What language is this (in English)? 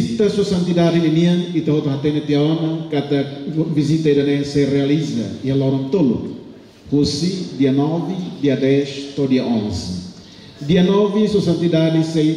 Tetum